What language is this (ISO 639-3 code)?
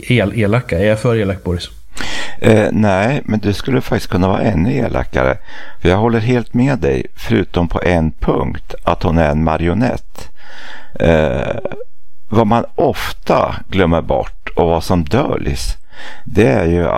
swe